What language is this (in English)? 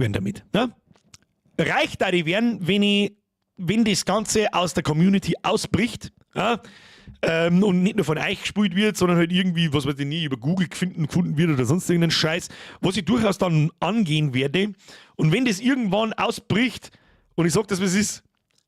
Bavarian